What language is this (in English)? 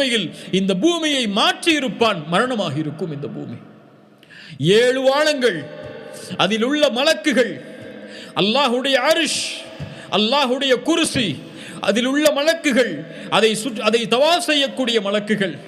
Tamil